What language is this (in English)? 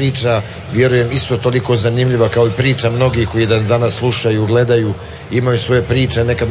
Croatian